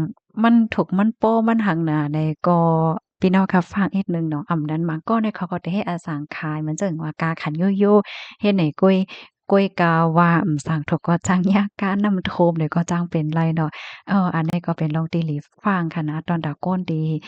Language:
Shan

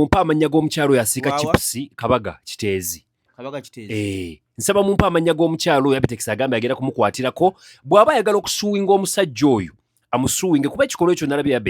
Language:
Ganda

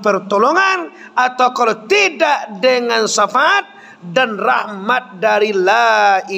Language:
Minangkabau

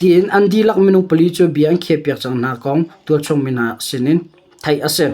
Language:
Hakha Chin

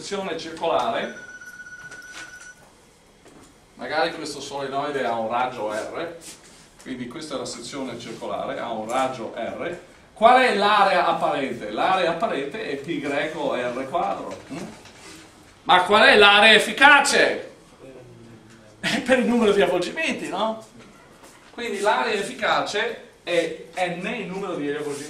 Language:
Italian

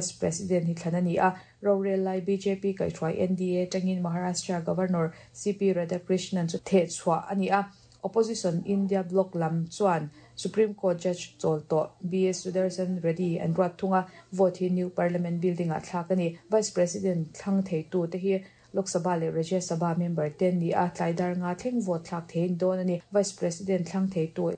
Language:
Mizo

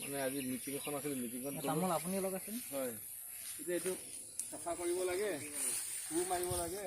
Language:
Assamese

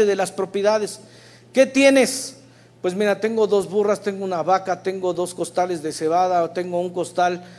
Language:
Spanish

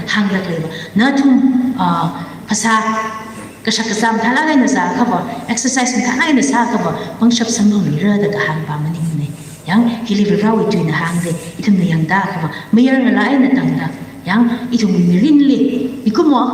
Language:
Tangkhul Naga (India)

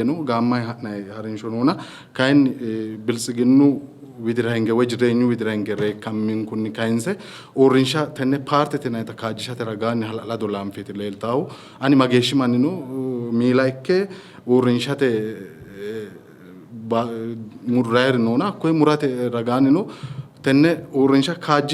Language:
Sidamo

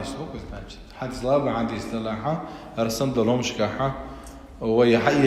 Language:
Chechen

